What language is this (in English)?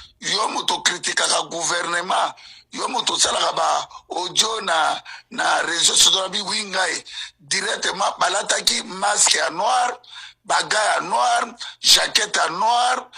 Lingala